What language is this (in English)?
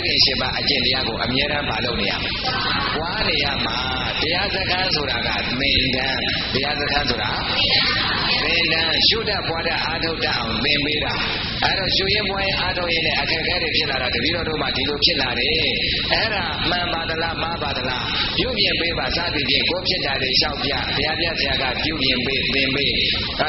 Burmese